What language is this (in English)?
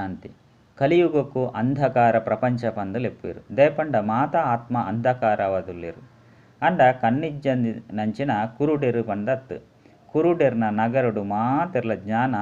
Tulu